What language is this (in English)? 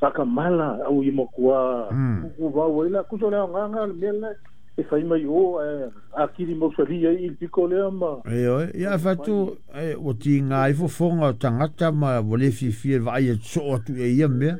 Samoan